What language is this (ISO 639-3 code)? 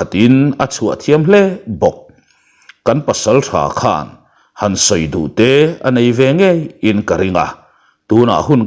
lus